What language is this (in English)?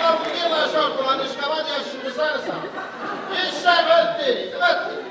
Neapolitan